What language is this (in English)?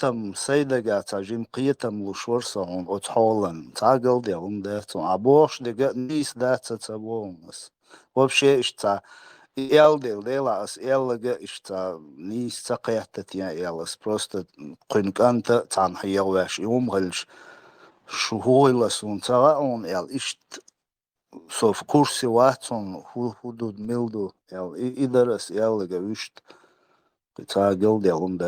Chechen